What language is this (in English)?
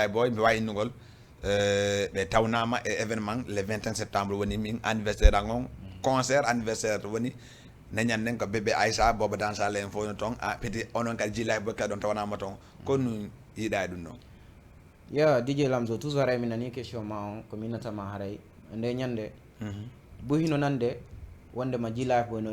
Fula